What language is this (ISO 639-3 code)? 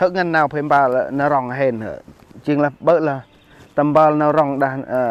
cmo